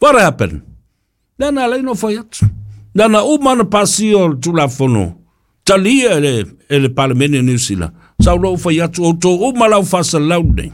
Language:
Samoan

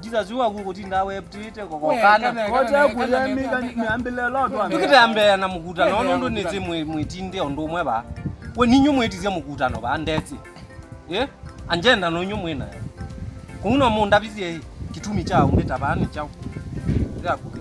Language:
Kamba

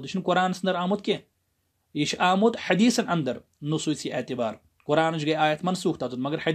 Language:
Kashmiri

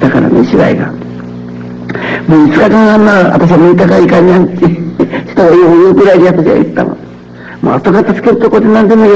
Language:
Japanese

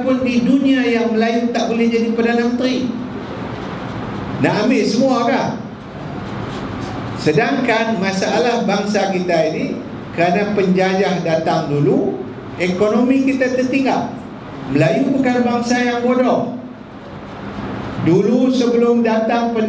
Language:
Malay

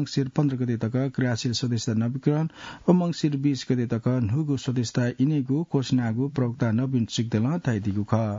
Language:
Newari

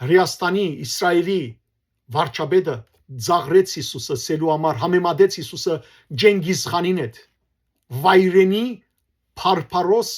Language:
Western Armenian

